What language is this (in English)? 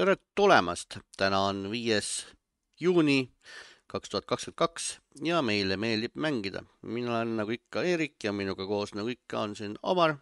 Estonian